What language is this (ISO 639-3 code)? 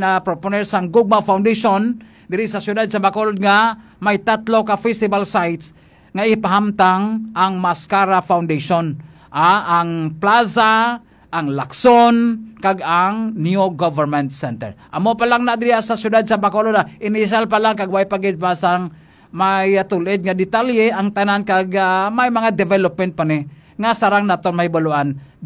hil